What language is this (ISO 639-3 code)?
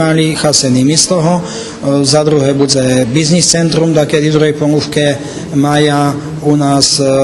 rue